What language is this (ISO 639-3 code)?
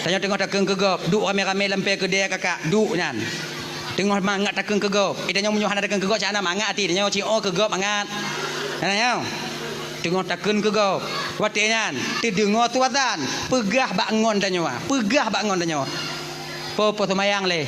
ace